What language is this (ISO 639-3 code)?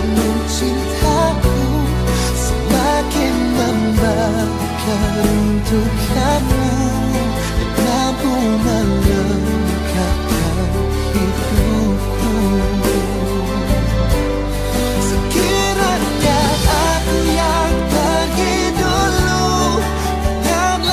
msa